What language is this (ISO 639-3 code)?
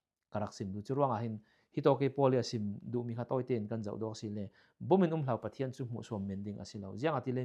cfm